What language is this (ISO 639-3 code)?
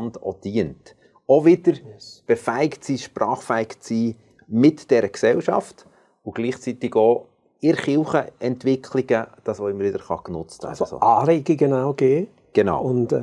gsw